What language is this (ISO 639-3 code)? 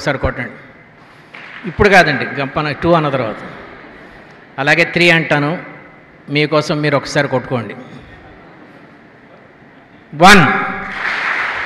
tel